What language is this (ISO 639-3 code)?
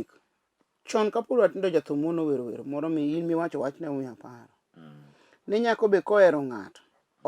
luo